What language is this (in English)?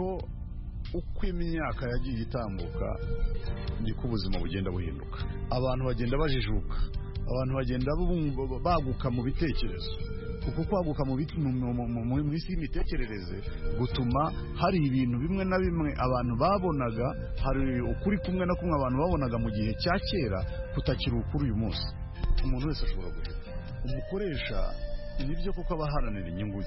Kinyarwanda